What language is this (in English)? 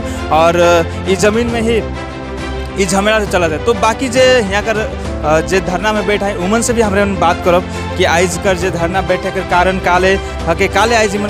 Sadri